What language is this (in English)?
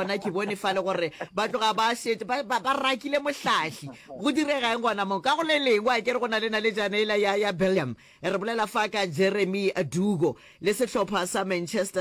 Northern Sotho